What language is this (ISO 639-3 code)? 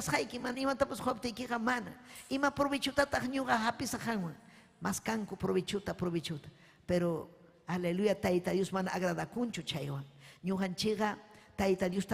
quy